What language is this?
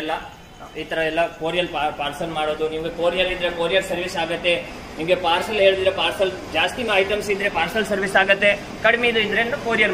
Kannada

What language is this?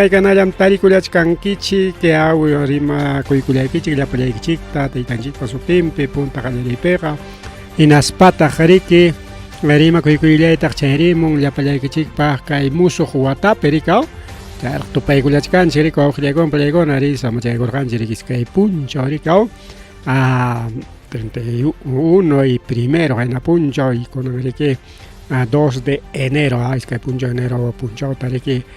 Ayacucho Quechua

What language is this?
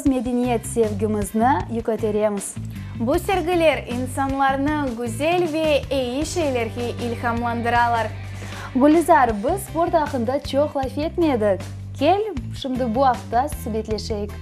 Crimean Tatar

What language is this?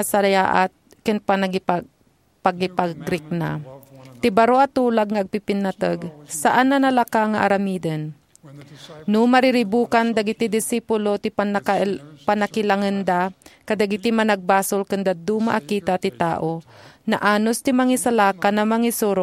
Iloko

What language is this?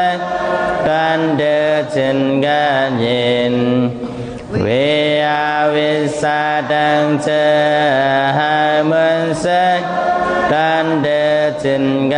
Shan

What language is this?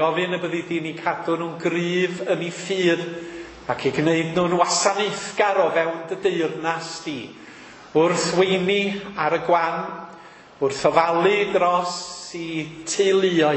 Welsh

